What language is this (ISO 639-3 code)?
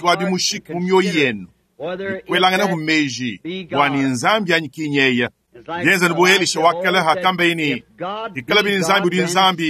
lua